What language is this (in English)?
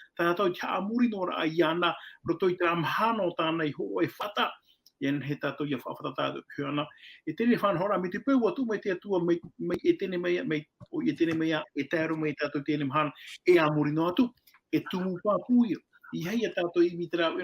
Tahitian